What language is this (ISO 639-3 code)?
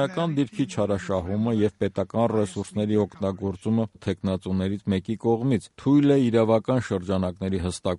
hye